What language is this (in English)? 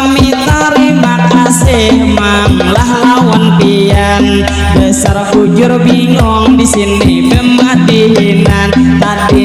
Banjar